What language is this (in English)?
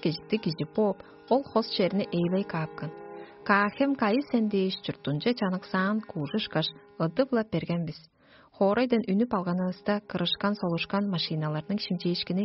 Tuvinian